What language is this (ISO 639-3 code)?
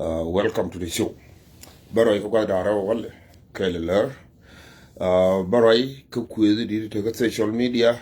nus